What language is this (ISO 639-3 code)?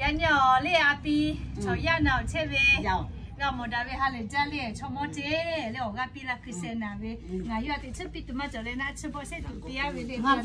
lhu